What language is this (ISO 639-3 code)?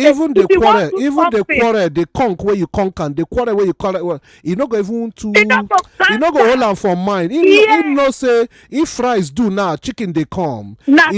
pcm